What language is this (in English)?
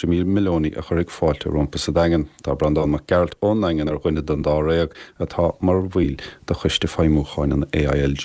Irish